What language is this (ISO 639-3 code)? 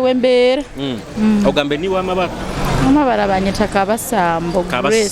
nyo